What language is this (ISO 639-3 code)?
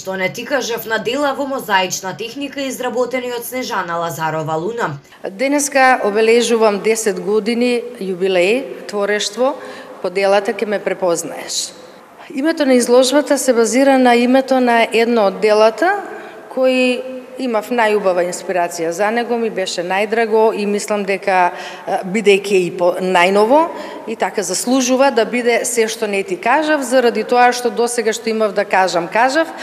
mkd